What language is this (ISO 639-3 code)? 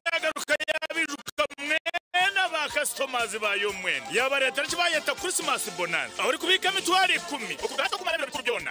nyn